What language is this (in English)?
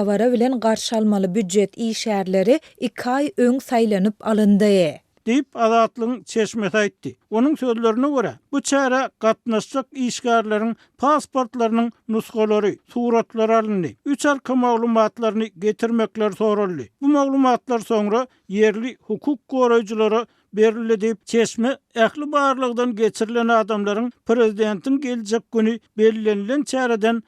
Turkmen